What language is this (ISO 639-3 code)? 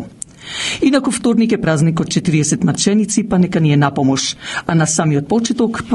mkd